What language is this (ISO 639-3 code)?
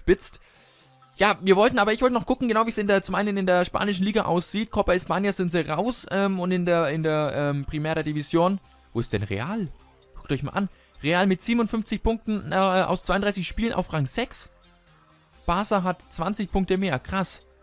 deu